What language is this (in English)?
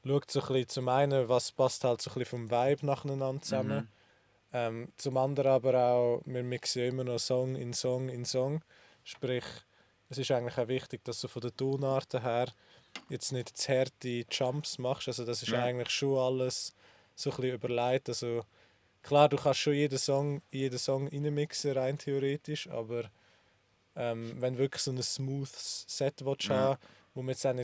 Swiss German